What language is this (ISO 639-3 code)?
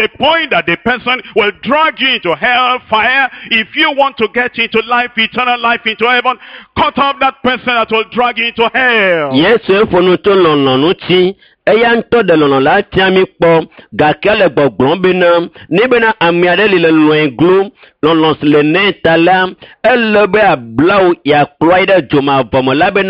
ewe